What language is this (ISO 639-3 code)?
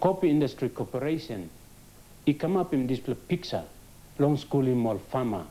tpi